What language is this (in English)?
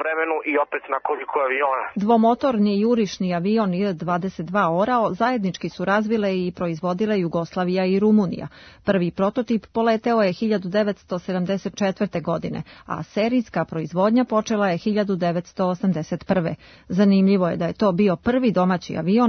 Serbian